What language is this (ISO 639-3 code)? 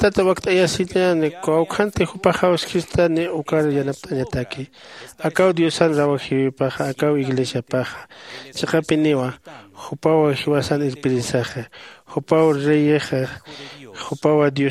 aym